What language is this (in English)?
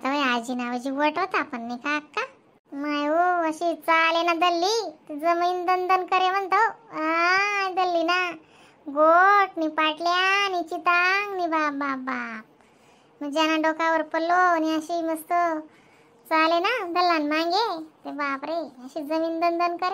Khandesi